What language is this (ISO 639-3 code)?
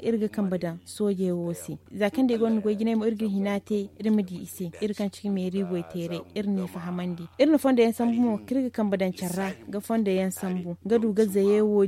dje